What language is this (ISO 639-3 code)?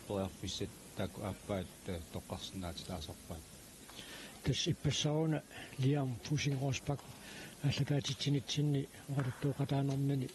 kal